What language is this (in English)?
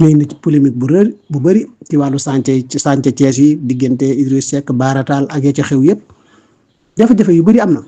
Wolof